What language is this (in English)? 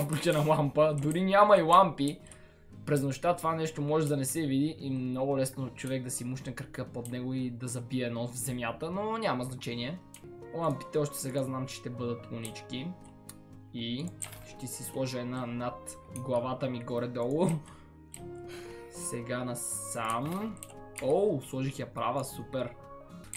Bulgarian